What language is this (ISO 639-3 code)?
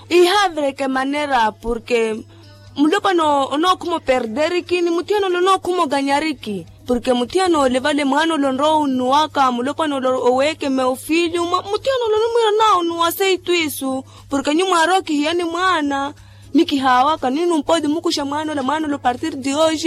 vmw